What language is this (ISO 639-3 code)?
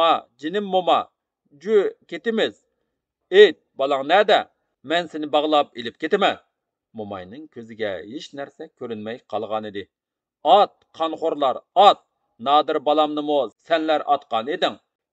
uig